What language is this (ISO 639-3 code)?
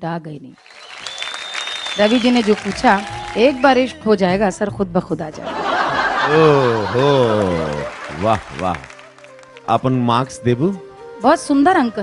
bho